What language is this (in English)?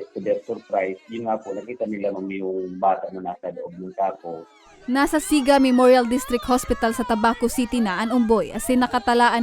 Bikol